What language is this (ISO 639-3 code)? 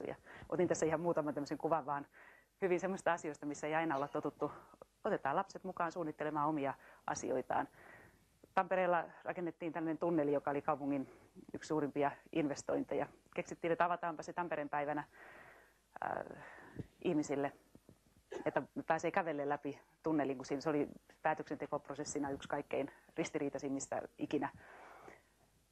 fin